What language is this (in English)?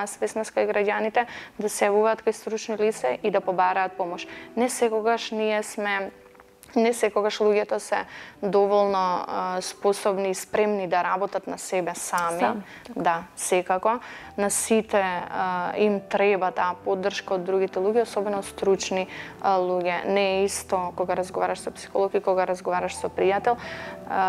Macedonian